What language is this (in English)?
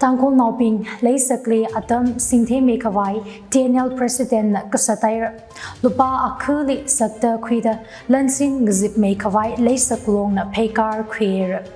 Tangkhul Naga (India)